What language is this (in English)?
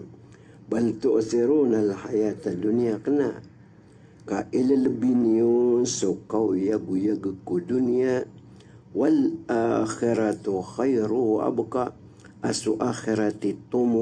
Maranao